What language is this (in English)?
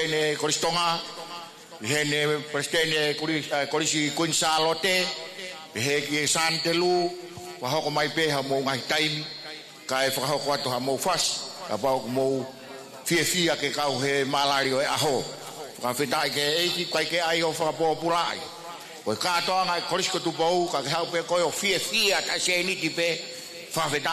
Tongan